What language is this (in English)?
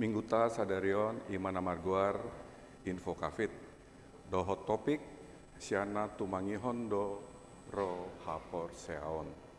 Batak Toba